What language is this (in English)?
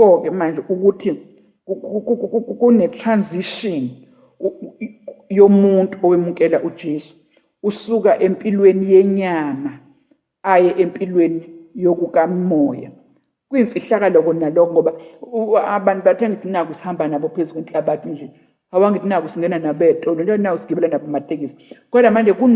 Zulu